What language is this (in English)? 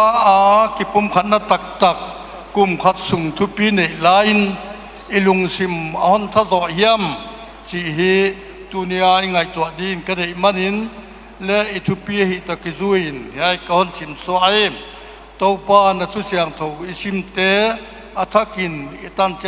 Paite Chin